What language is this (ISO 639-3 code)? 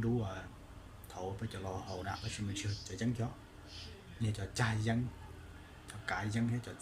hmn